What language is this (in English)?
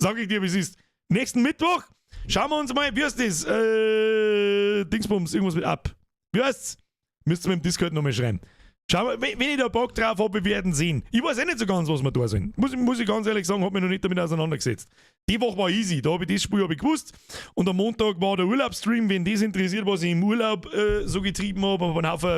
Bavarian